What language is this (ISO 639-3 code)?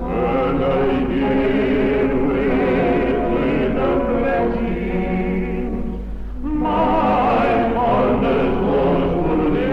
glv